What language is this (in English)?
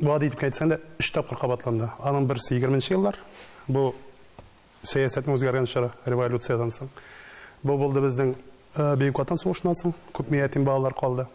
Tatar